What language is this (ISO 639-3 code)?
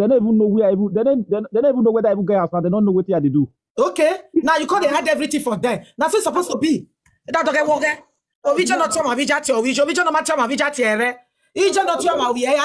pcm